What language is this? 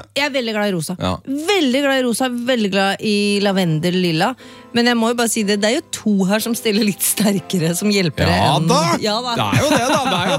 Norwegian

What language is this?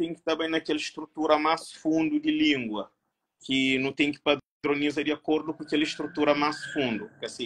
Kabuverdianu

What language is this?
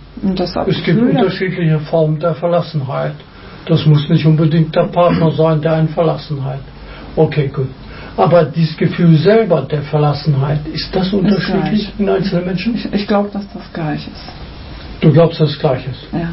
German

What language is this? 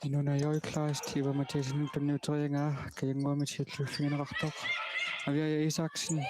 Kalaallisut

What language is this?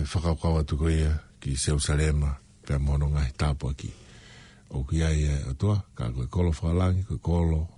Tongan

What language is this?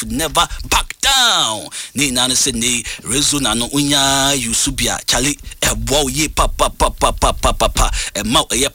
Akan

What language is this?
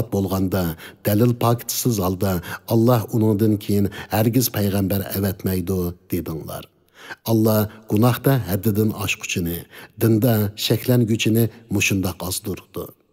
Uyghur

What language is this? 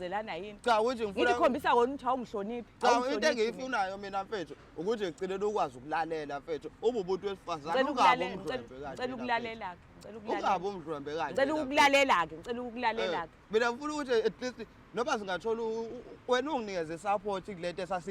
Zulu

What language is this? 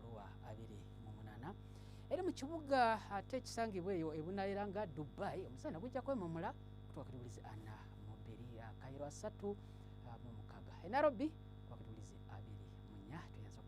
Ganda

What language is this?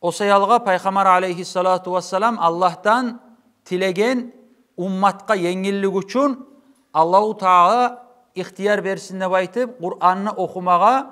Kumyk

